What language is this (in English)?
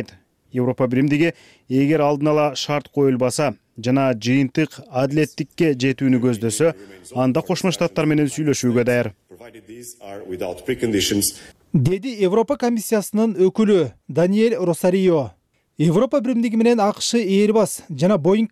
Kyrgyz